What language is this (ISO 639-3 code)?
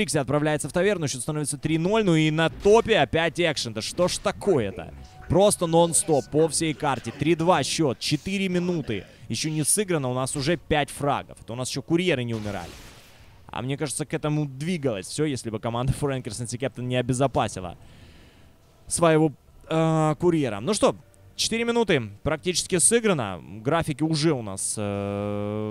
rus